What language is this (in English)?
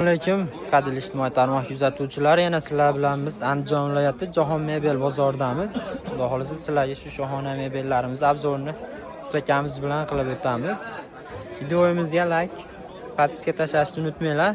Uzbek